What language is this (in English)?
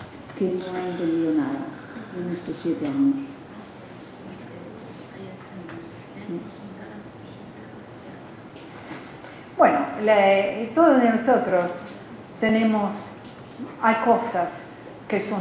Spanish